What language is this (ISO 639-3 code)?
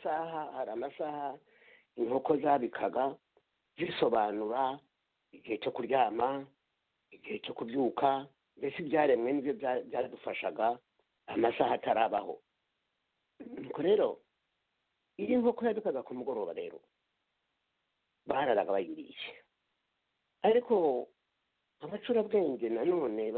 kin